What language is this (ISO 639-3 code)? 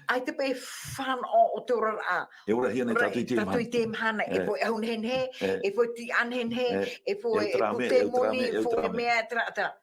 tah